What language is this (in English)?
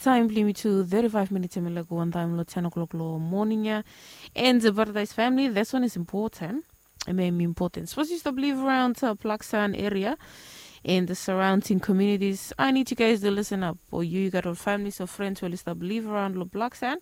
Bislama